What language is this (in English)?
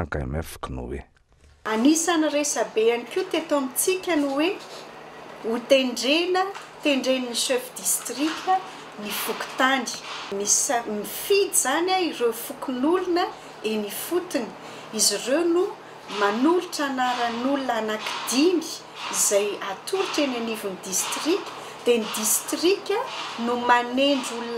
Malagasy